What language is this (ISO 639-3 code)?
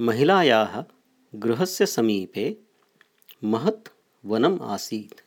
san